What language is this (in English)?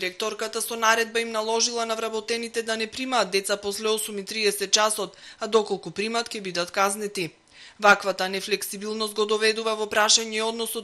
Macedonian